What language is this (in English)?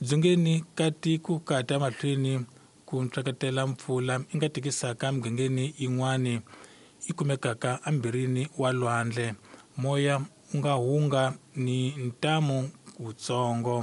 Tsonga